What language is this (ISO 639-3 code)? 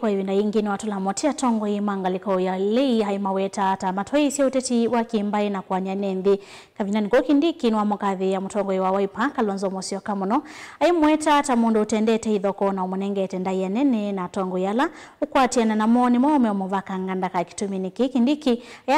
kam